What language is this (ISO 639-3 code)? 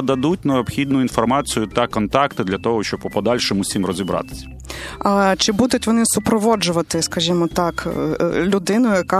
ukr